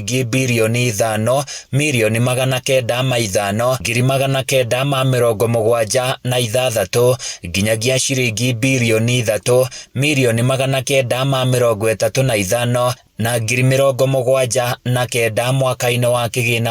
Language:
Kikuyu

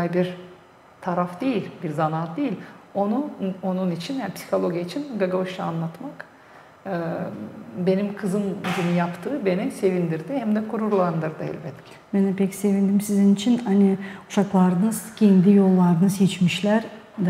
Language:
Gagauz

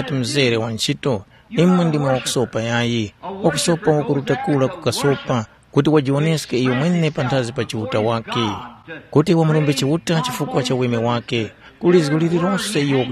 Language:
Tumbuka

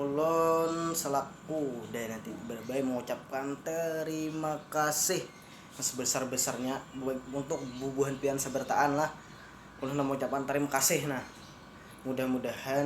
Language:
Banjar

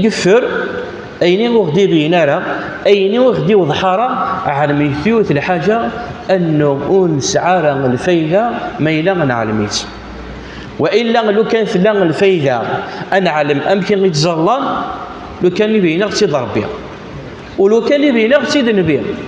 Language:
Kabyle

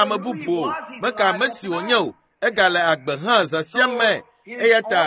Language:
Ewe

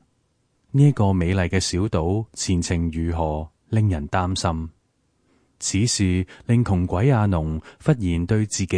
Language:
Cantonese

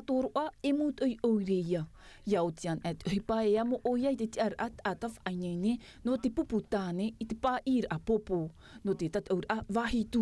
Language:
Tahitian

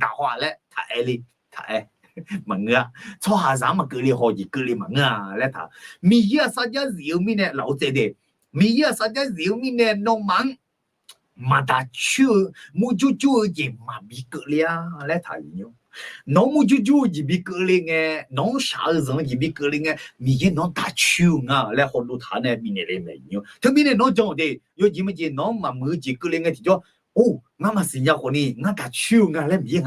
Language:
Akha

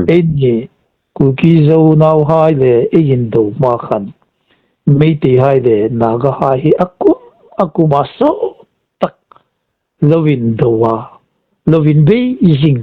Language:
Hmar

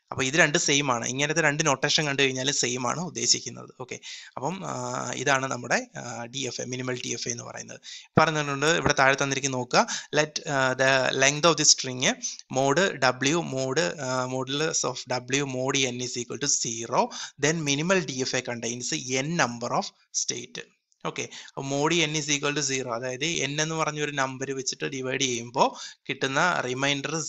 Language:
Malayalam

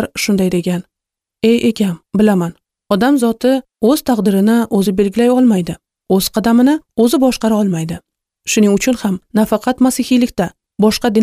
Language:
Uzbek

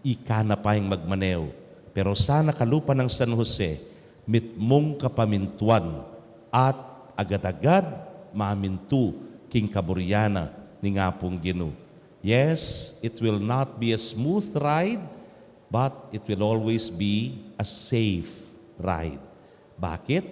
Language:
Pampanga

